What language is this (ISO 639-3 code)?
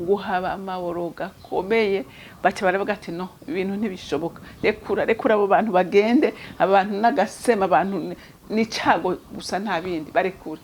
run